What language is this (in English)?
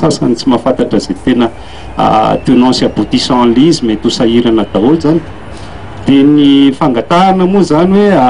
Malagasy